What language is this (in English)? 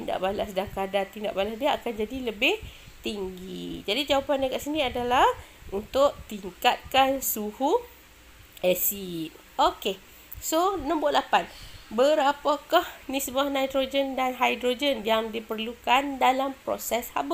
Malay